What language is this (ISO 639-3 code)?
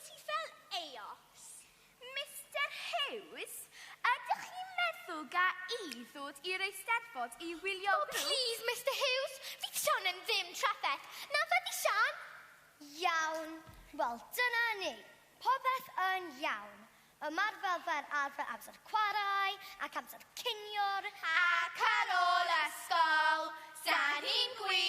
cym